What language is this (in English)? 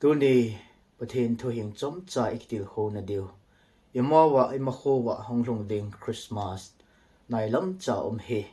Thado Chin